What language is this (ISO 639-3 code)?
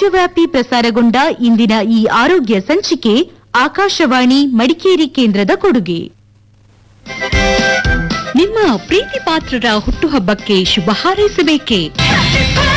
kan